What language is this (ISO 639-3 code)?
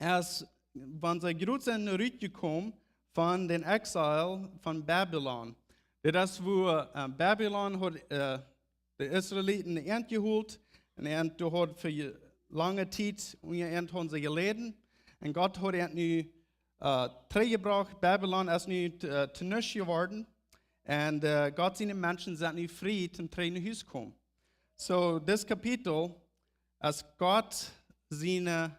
pdt